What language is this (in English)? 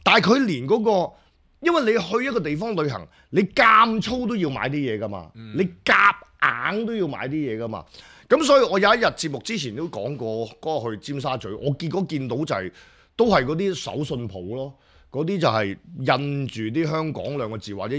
Cantonese